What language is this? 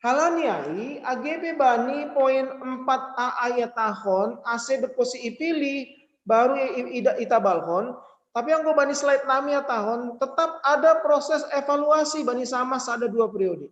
Batak Simalungun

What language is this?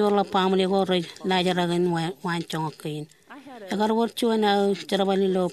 Marshallese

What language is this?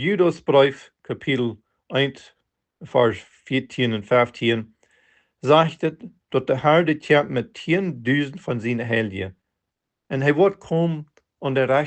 Plautdietsch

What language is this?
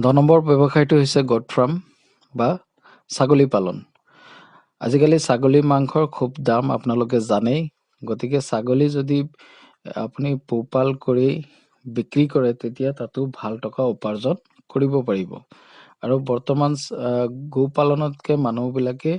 Assamese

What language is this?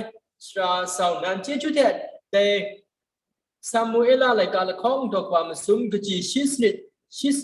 Kachin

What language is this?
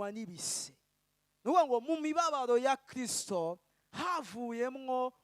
Rundi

